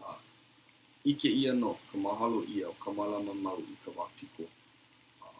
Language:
Hawaiian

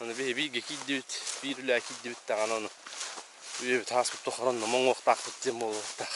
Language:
Yakut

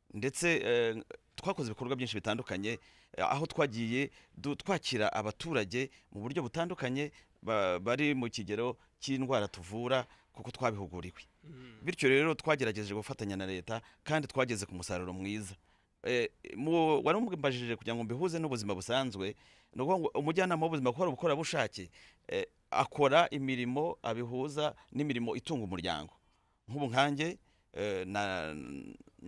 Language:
Kinyarwanda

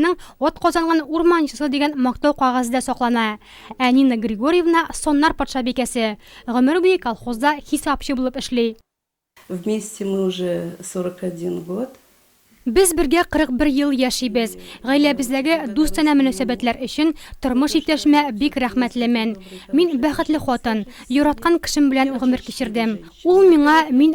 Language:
Tatar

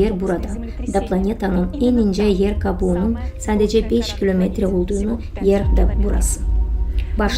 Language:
Gagauz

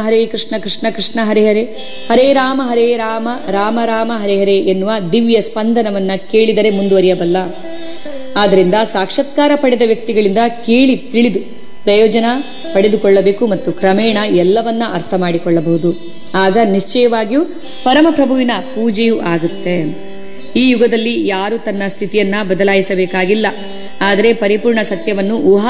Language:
Kannada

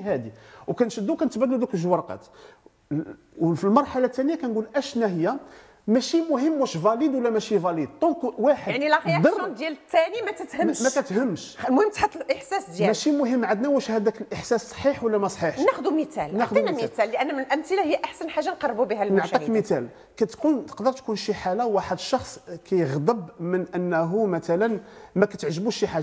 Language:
Moroccan Arabic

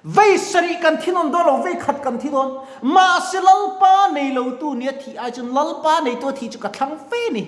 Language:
Mizo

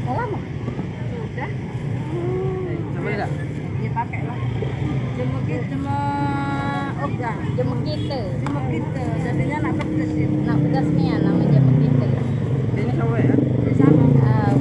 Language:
Musi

